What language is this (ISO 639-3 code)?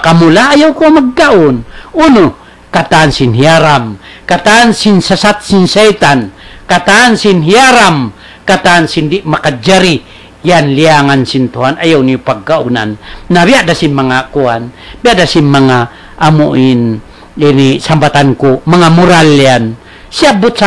tsg